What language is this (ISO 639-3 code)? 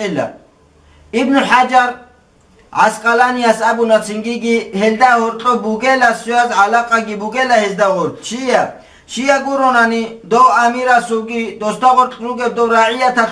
ava